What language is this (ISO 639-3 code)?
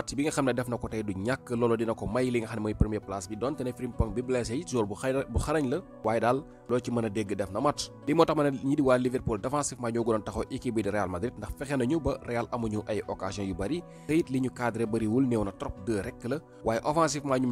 wol